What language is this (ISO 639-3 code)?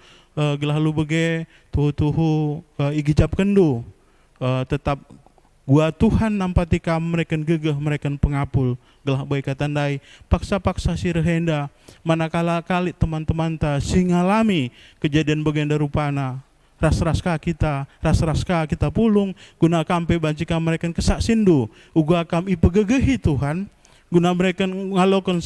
btx